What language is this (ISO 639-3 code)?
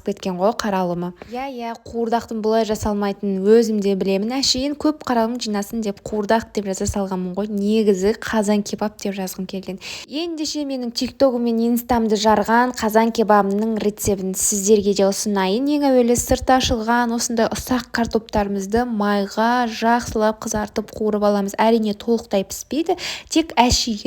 kaz